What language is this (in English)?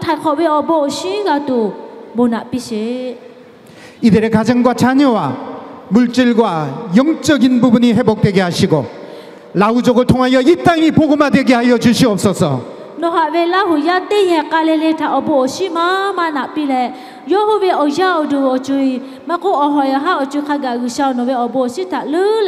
Lahu